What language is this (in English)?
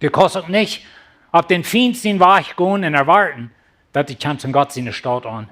Plautdietsch